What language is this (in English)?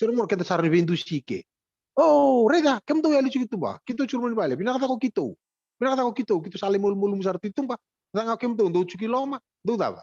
Fijian